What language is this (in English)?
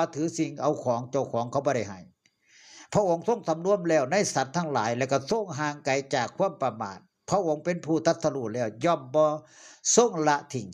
Northeastern Thai